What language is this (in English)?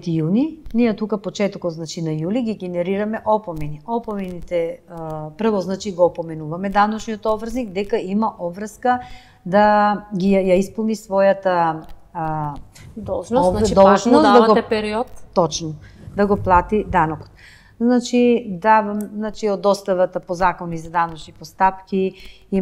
Macedonian